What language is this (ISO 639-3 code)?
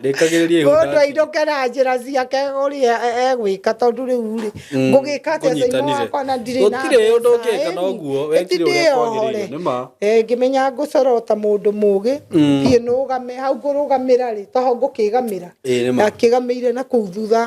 kik